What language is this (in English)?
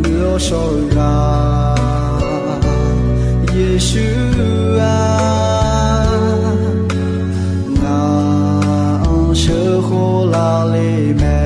Akha